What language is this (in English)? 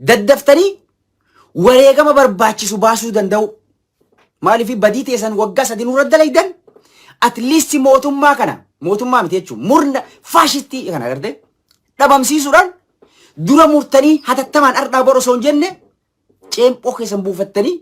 Oromo